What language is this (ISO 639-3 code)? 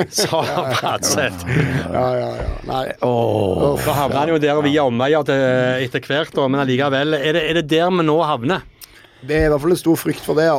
nor